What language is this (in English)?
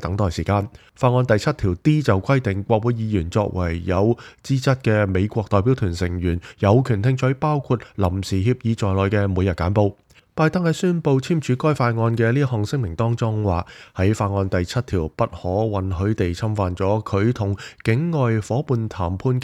Cantonese